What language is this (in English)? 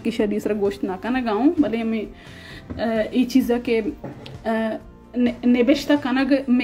Baluchi